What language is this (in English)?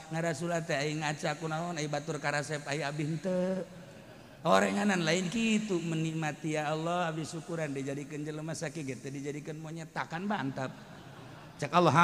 Sundanese